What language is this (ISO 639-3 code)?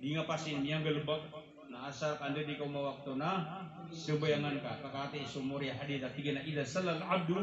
mrw